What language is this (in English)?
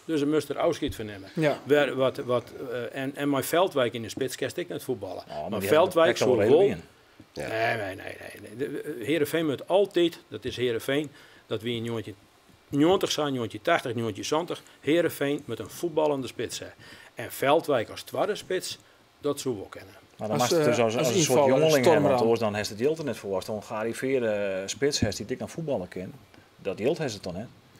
Western Frisian